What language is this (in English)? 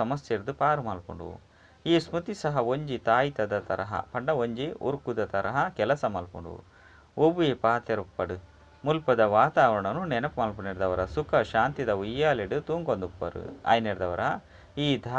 Tulu